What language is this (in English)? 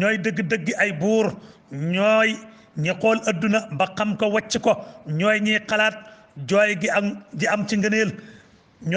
Wolof